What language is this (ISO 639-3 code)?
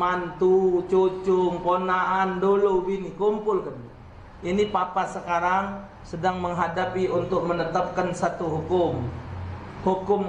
mui